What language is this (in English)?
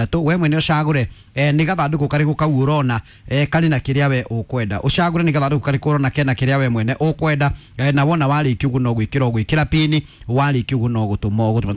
Kikuyu